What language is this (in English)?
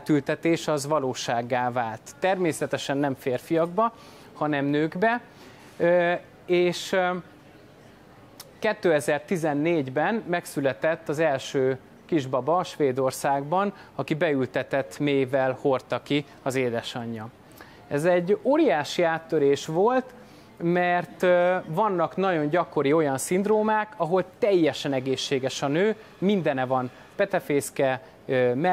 Hungarian